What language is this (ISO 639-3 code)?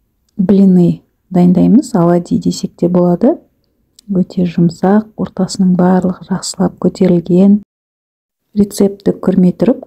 kaz